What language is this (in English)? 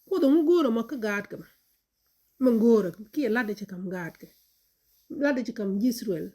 Nuer